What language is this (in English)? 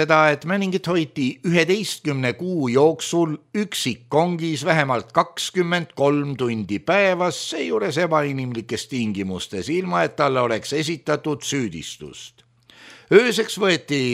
Estonian